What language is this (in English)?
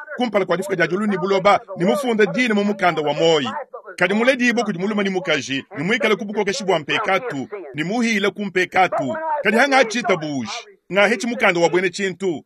Luba-Lulua